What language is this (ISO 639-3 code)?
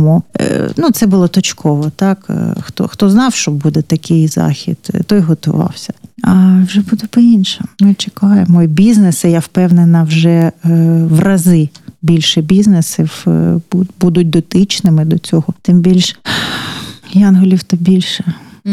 ukr